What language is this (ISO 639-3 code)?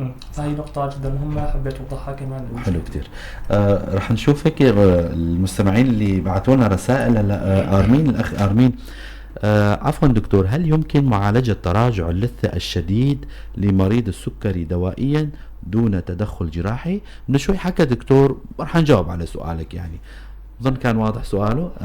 apc